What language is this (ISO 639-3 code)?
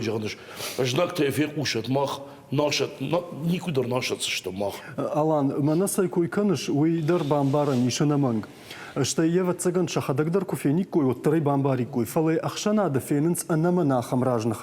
oss